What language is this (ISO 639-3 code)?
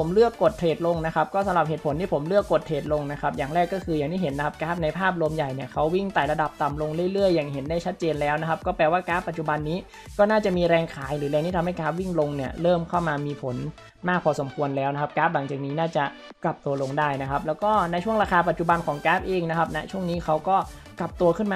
tha